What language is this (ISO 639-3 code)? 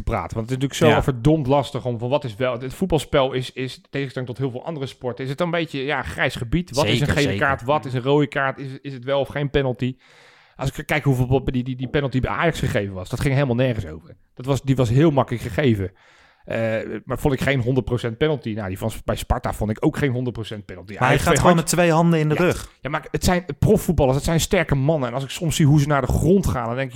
nld